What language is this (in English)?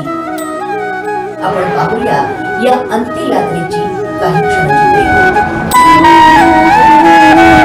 Marathi